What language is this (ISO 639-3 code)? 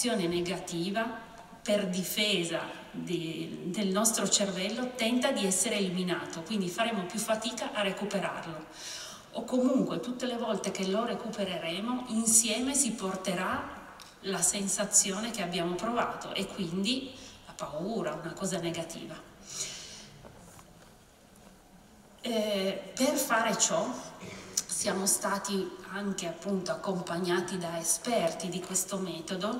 ita